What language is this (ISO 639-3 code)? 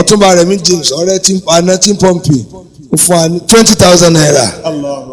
yor